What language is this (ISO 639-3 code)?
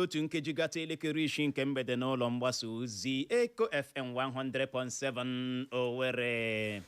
ibo